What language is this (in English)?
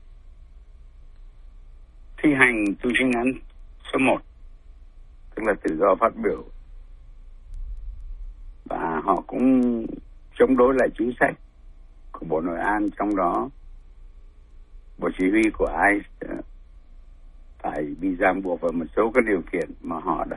Vietnamese